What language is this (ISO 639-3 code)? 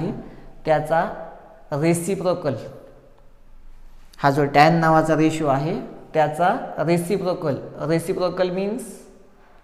mar